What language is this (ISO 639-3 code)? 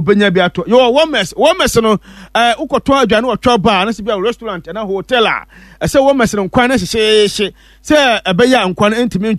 aka